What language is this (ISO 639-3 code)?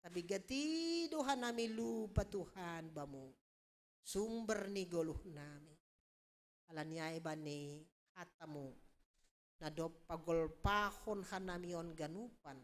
bts